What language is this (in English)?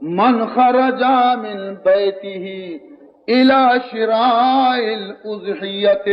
Baluchi